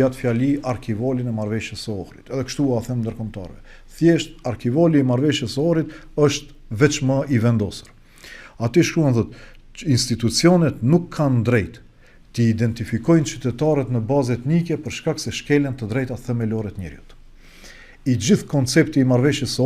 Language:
Albanian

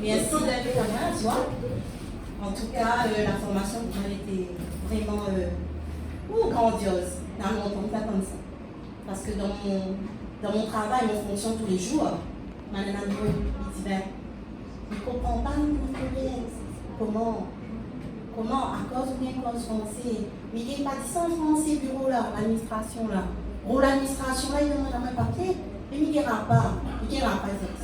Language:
Réunion Creole French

